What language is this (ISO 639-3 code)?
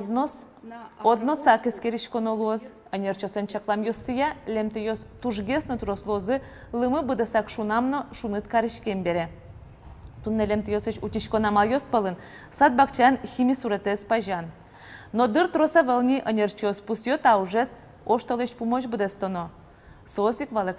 udm